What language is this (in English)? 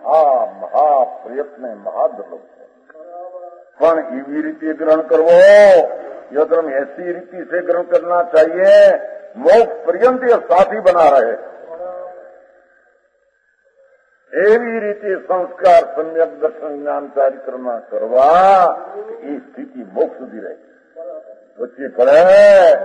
Gujarati